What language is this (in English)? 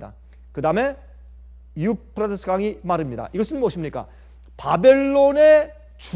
Korean